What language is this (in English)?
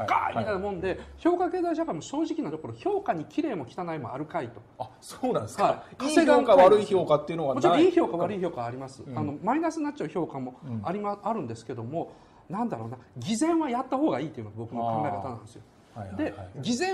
Japanese